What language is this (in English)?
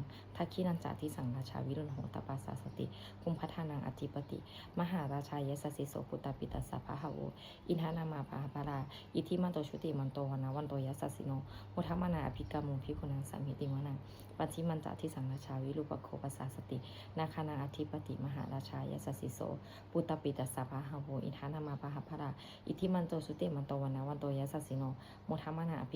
Pali